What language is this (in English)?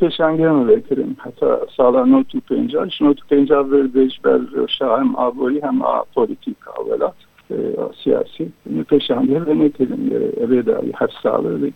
Kurdish